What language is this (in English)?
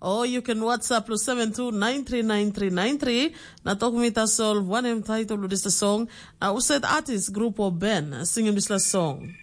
Tok Pisin